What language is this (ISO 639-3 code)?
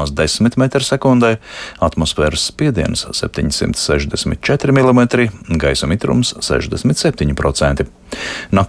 lav